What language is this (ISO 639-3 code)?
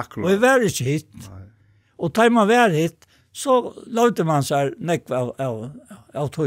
fao